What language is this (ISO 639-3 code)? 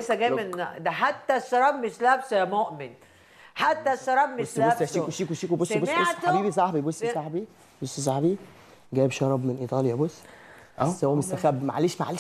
arz